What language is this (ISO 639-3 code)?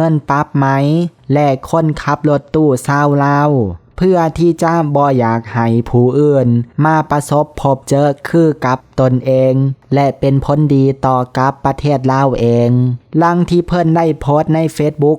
lao